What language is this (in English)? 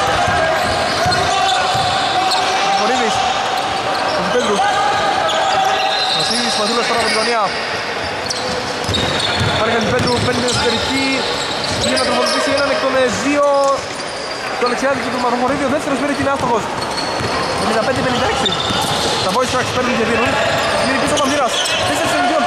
Greek